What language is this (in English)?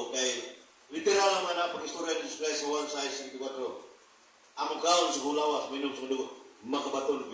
Cebuano